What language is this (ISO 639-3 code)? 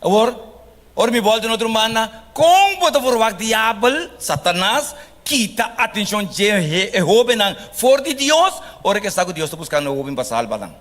pap